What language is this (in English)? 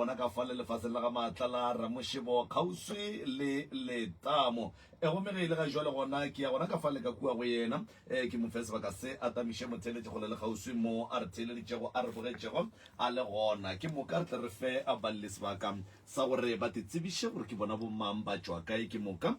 Northern Sotho